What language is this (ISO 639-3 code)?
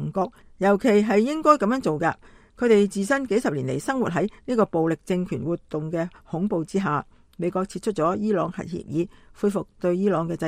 yue